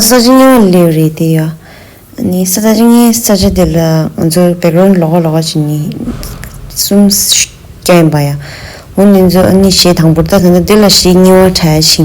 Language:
Tibetan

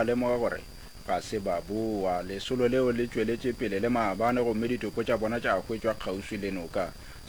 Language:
Northern Sotho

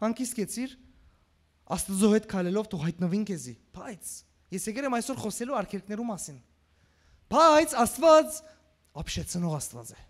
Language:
Western Armenian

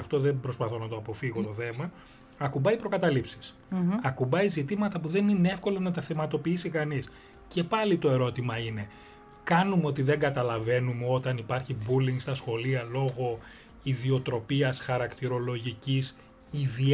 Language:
Greek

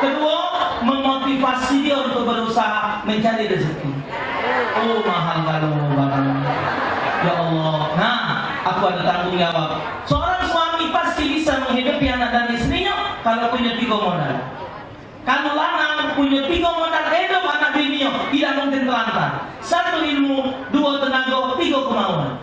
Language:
Musi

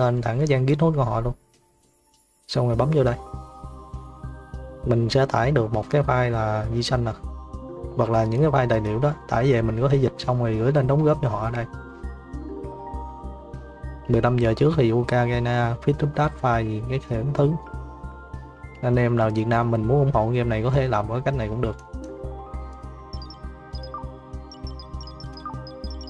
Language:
Vietnamese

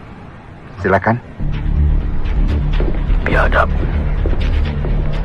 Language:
Malay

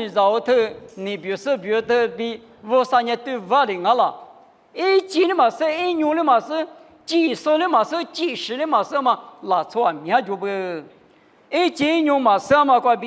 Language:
Lisu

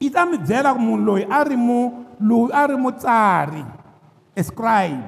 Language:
Tsonga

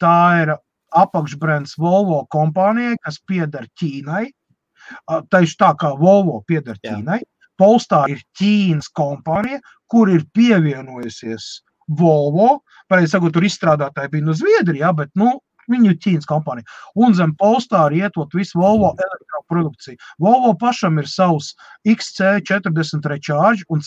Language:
Latvian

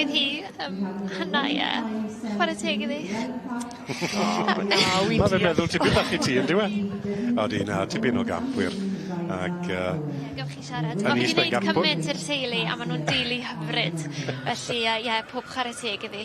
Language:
Welsh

